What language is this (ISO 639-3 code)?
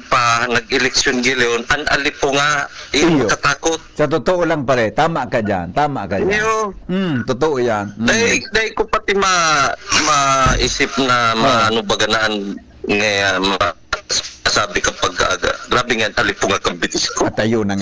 bik